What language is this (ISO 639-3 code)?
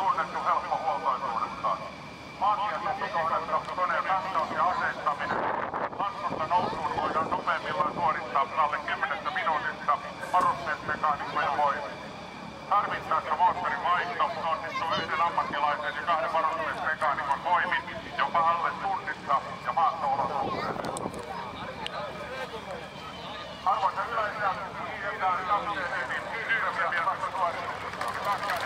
fin